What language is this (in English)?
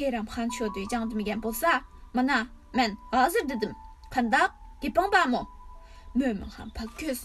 Uyghur